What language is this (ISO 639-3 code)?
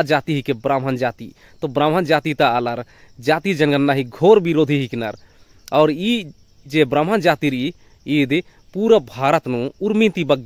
kru